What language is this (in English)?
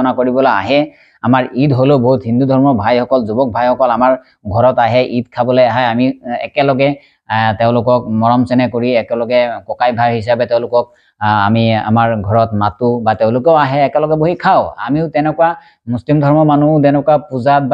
Assamese